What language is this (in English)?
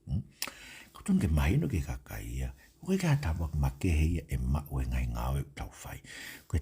Tongan